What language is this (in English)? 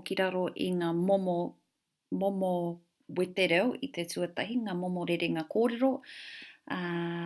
Māori